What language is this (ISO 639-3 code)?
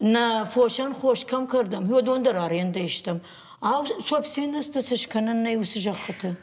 oss